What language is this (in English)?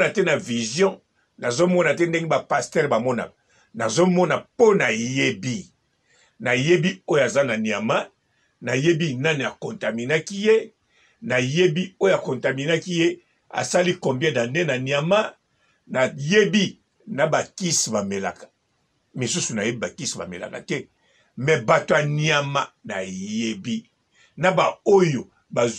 Lingala